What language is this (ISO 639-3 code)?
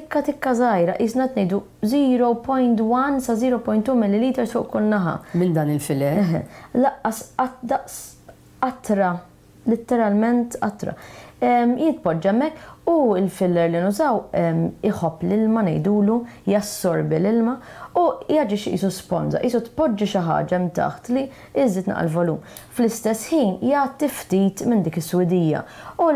mlt